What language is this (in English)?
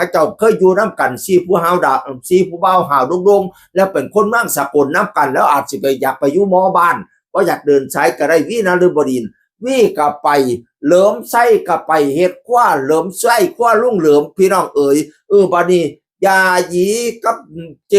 Northeastern Thai